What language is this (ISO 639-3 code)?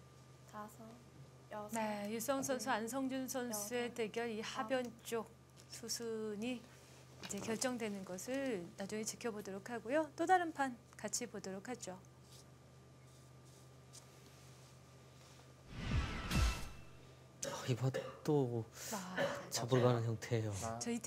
kor